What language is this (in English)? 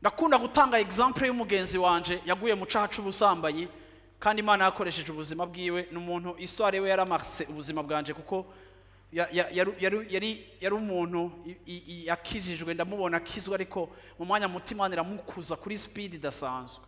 Rundi